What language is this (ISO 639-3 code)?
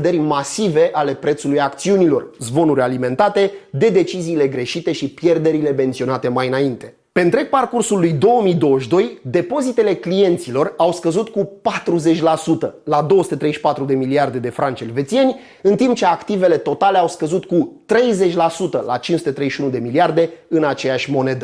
ron